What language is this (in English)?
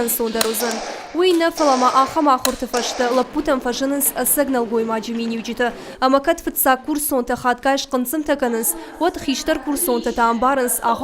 Ossetic